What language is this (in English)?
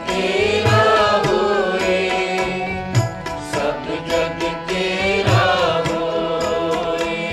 Punjabi